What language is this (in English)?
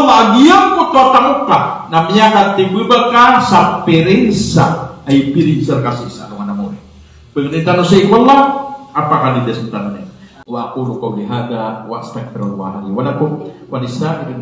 Maranao